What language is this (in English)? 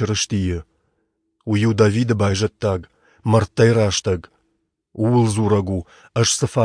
Ossetic